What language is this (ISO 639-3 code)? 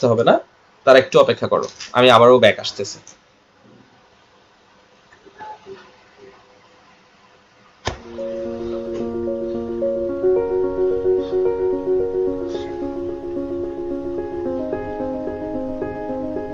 ben